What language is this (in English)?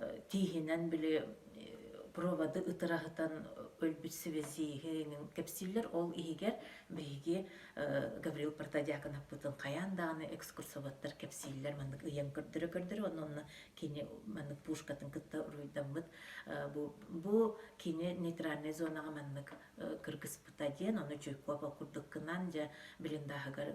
Yakut